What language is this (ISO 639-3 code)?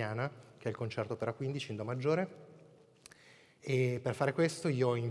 ita